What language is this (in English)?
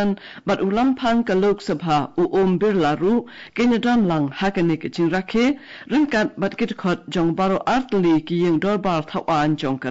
Khasi